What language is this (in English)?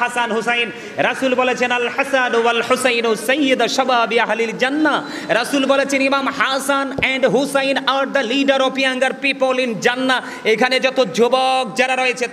Bangla